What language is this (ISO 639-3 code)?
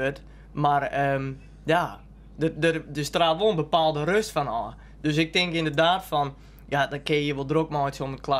fry